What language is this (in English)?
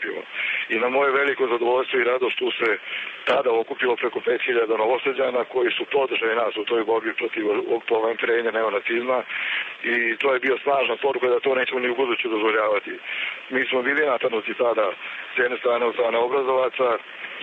Serbian